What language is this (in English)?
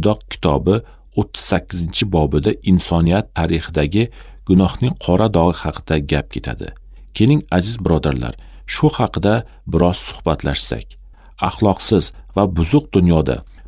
Uzbek